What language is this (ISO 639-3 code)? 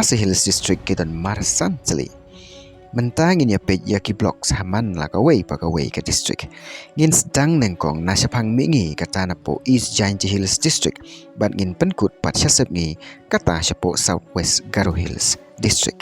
kha